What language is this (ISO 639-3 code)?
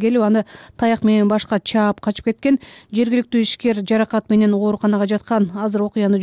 kir